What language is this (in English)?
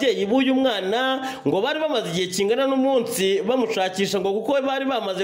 Kinyarwanda